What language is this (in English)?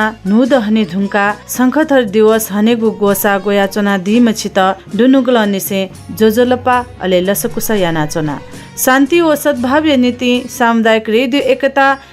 Newari